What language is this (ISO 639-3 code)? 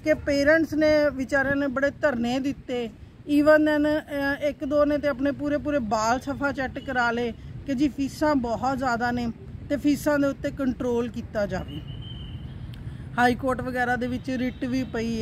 pan